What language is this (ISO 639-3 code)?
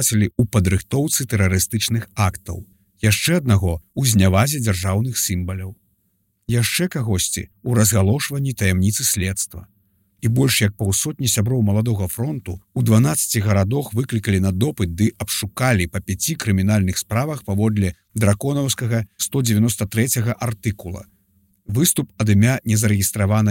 bel